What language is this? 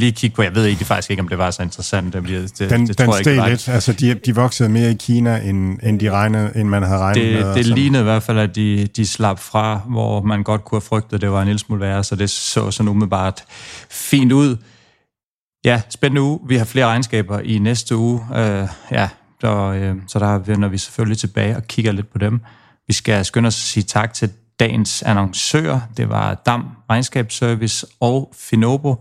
Danish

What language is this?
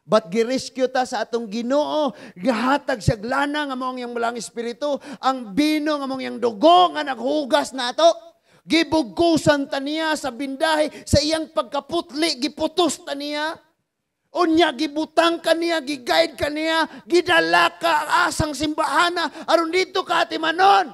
Cebuano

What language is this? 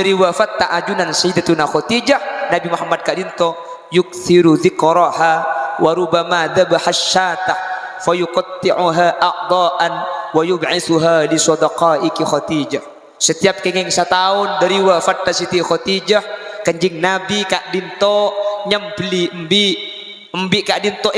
Madurese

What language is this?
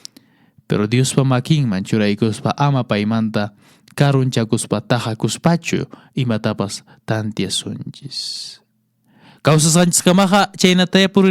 Quechua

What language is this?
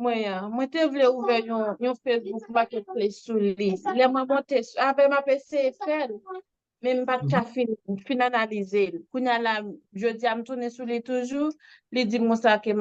Haitian Creole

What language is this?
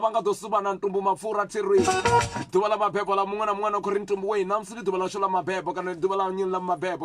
Venda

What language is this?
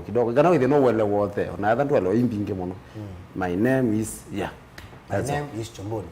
Kamba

